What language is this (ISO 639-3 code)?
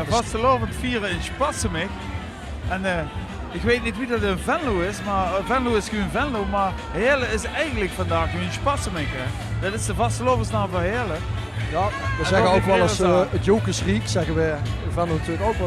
lim